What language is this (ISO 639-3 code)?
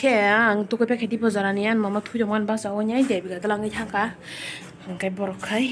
trp